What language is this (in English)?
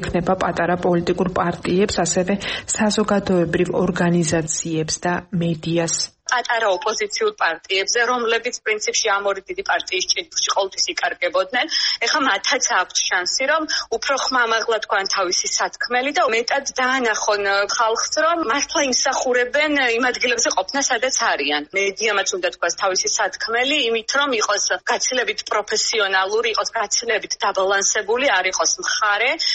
Georgian